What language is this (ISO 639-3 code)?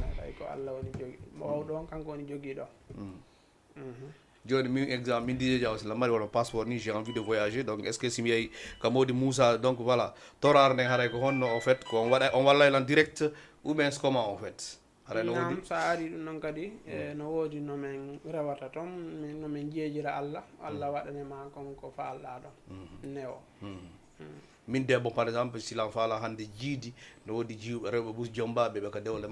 ful